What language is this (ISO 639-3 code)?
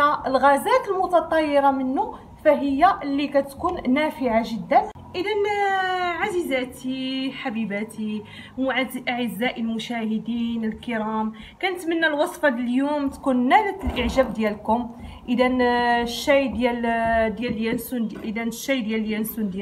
ary